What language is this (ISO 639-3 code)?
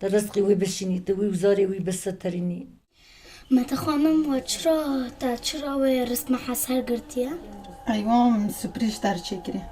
kur